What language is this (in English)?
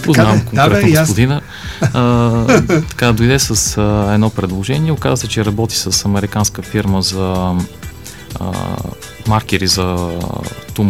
Bulgarian